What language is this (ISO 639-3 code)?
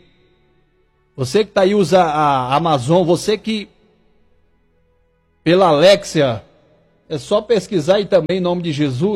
por